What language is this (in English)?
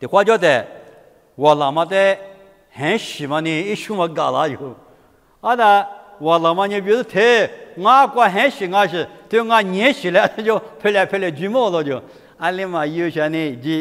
Lisu